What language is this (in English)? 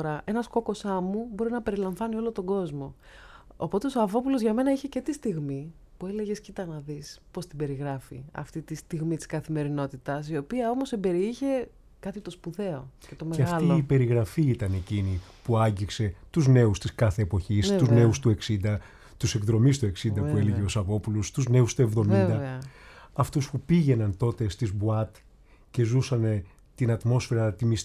Greek